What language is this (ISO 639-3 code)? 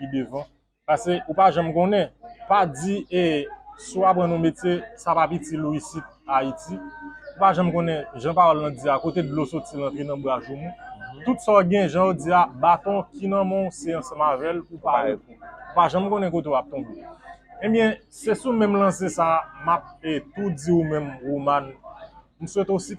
hat